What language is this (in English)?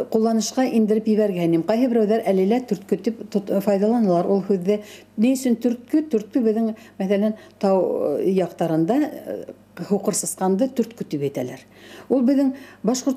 Bashkir